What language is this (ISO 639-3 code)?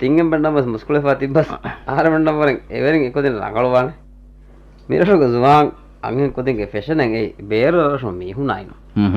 div